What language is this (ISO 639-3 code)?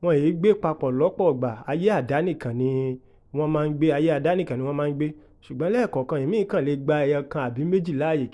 yor